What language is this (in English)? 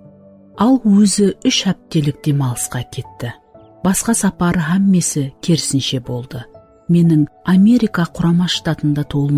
Kara-Kalpak